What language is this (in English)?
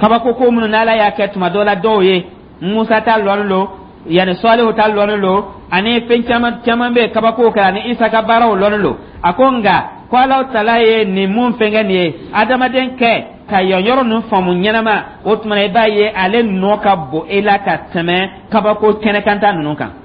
Dyula